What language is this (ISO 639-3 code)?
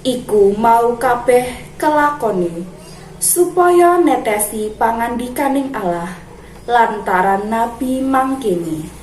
jav